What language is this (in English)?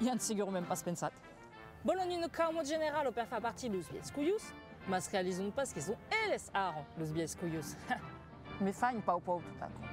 Occitan